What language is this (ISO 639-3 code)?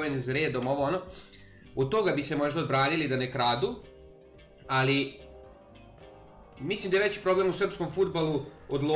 srp